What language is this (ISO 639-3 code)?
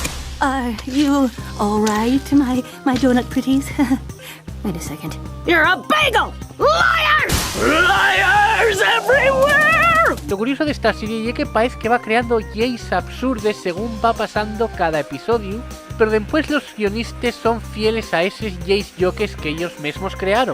ast